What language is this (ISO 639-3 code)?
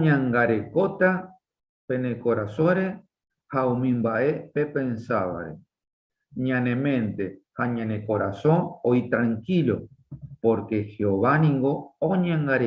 grn